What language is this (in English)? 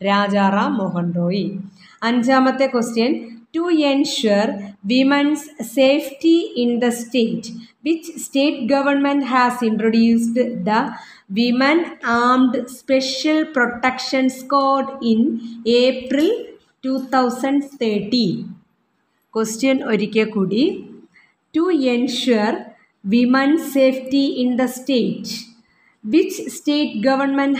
Malayalam